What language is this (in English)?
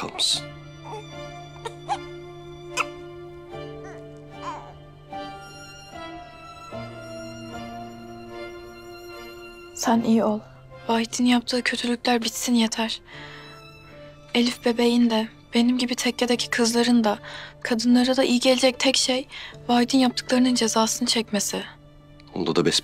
Turkish